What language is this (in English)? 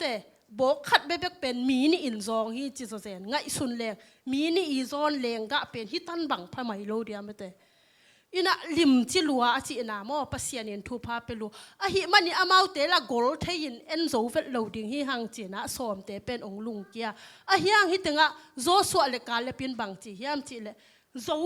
Tedim Chin